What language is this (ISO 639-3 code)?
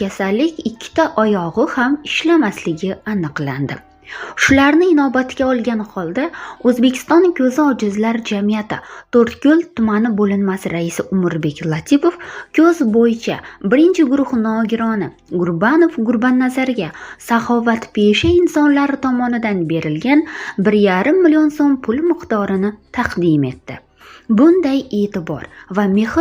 uzb